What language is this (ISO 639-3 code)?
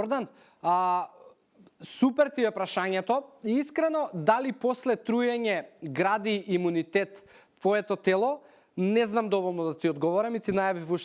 mkd